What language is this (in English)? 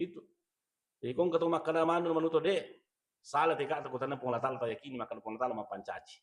Buginese